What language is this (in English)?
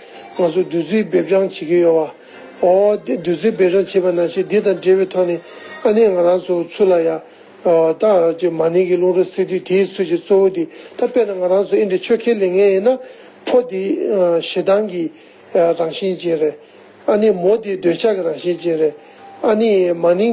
Tibetan